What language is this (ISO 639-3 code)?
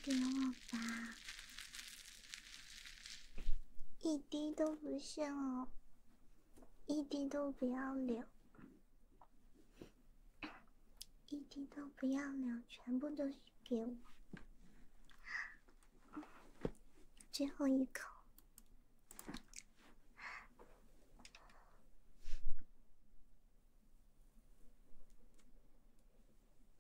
zho